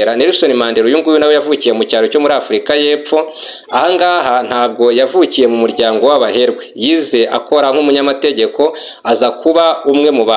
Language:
Kinyarwanda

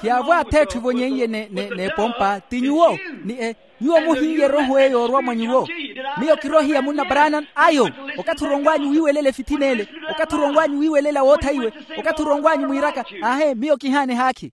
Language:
Makhuwa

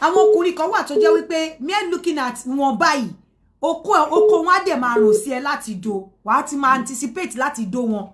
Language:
Yoruba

